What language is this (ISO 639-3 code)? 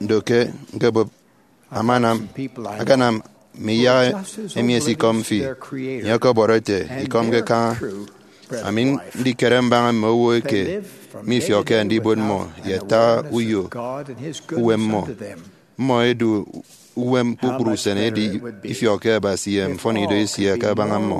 efi